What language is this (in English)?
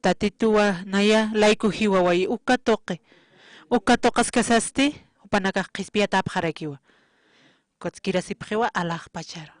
Aymara